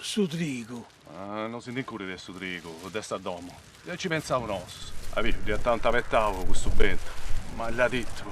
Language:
Sardinian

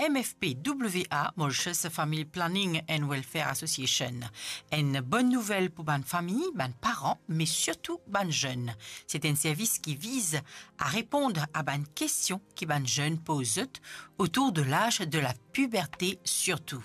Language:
Morisyen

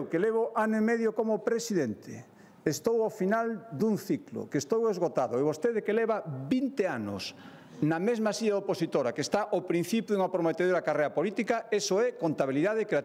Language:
Galician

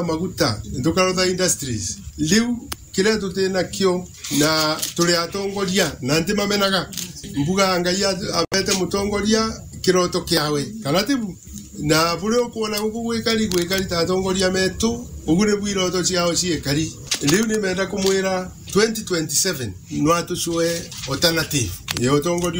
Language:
Meru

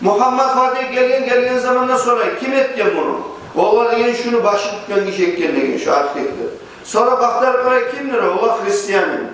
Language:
Kumyk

